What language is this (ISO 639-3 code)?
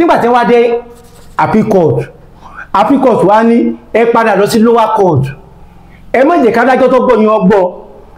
yor